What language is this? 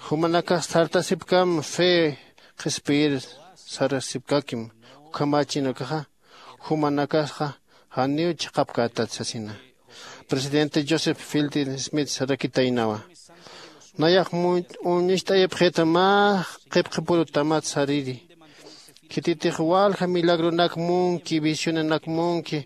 Aymara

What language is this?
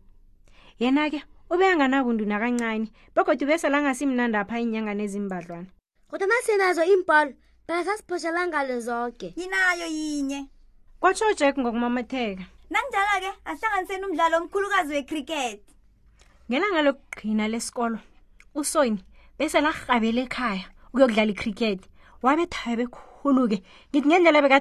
South Ndebele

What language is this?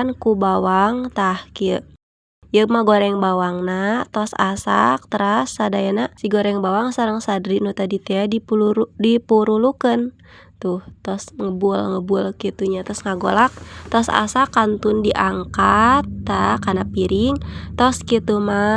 Sundanese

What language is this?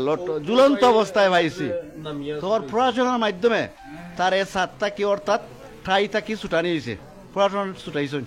Sylheti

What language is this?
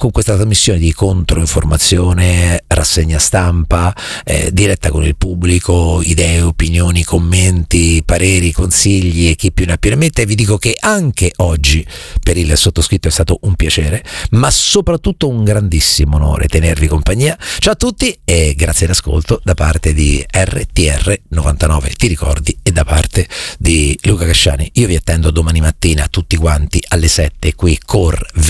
Italian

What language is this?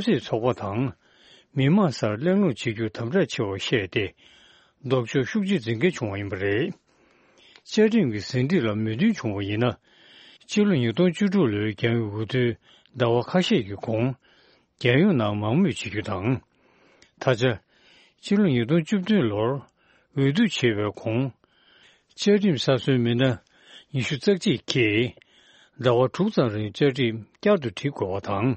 Tibetan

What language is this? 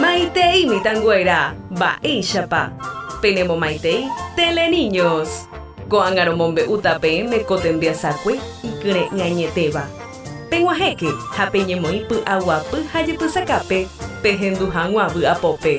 Guarani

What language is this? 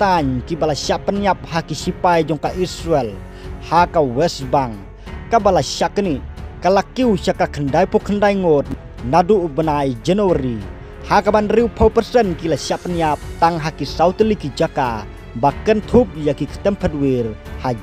Khasi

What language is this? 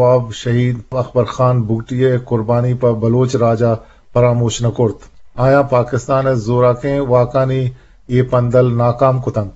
Eastern Balochi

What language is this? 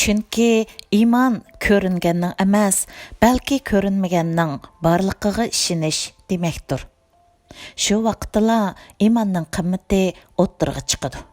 Uyghur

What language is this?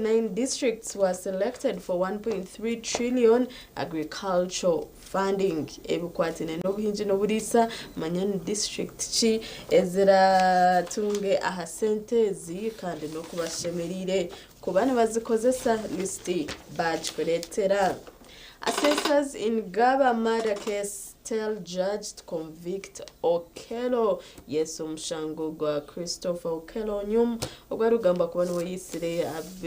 Nyankole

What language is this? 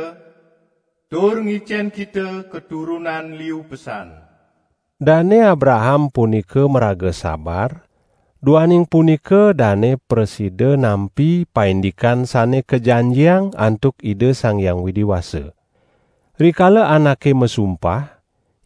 Balinese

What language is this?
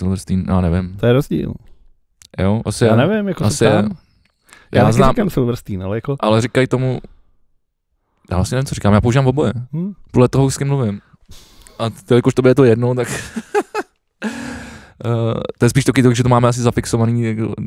Czech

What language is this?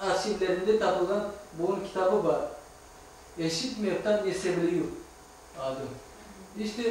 Crimean Tatar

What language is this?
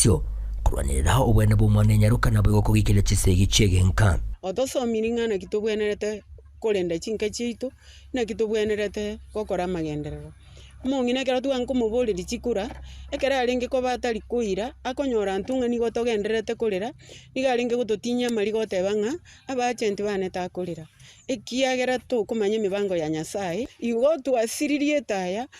Gusii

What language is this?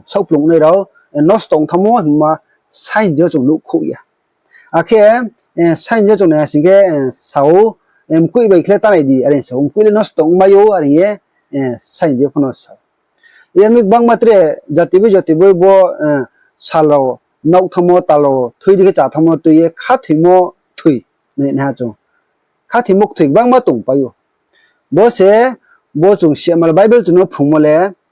Riang (India)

